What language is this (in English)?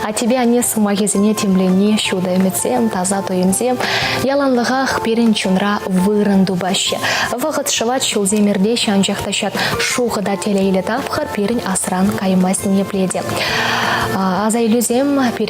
Chuvash